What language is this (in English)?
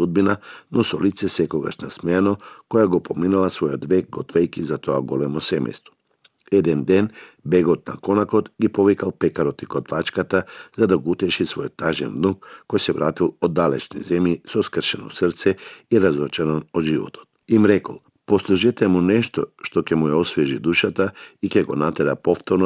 Macedonian